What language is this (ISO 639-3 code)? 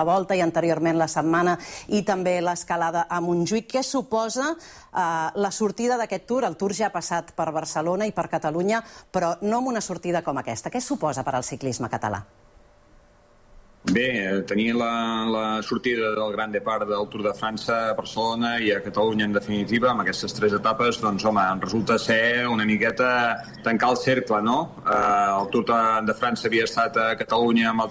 cat